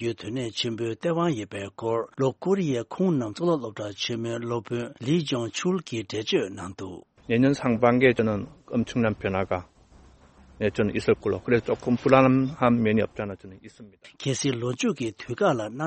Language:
Tibetan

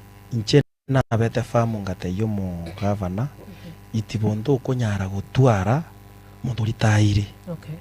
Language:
Gusii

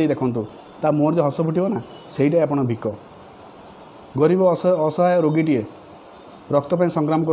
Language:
Odia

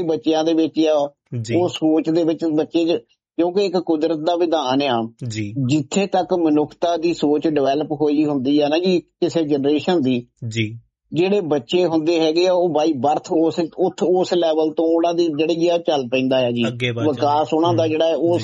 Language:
Punjabi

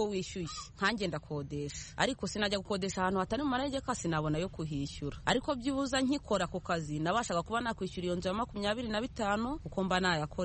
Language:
Kinyarwanda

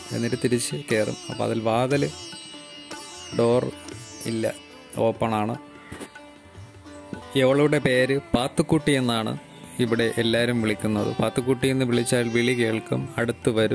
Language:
Malayalam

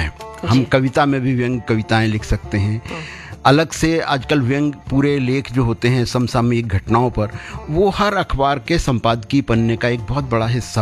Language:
Hindi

